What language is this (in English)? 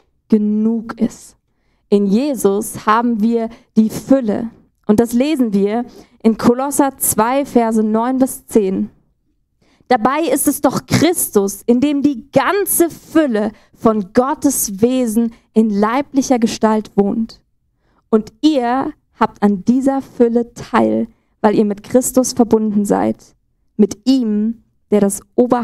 Swiss German